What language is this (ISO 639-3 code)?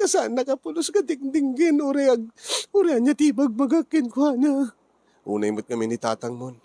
ilo